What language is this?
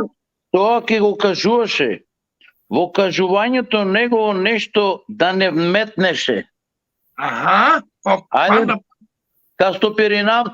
Balkan Romani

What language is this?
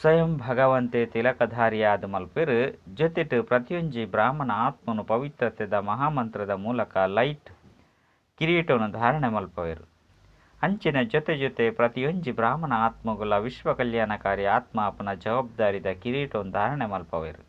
Tulu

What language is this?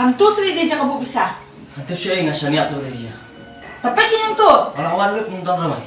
Khasi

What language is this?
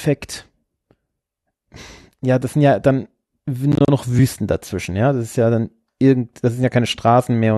German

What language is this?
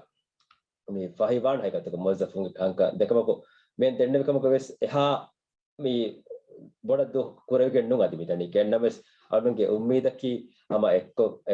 Divehi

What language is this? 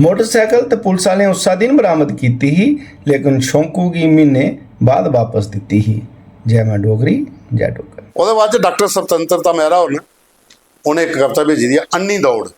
Dogri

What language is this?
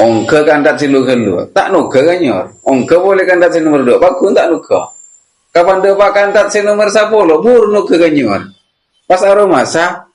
Madurese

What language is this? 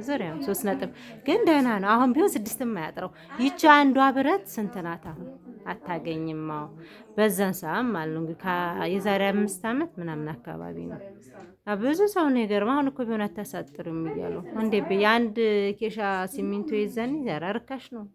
Amharic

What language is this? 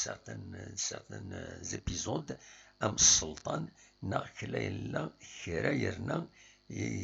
Kabyle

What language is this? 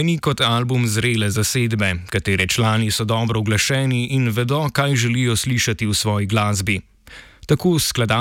Slovenian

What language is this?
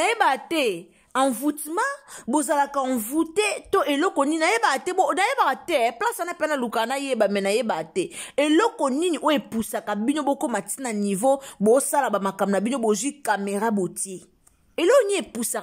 Lingala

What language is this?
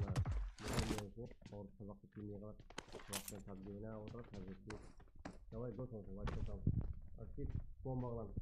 Kara-Kalpak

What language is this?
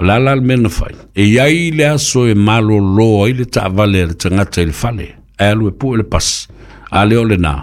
Samoan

